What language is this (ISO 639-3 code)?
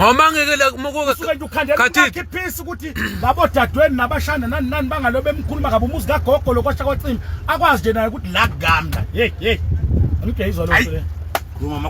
zul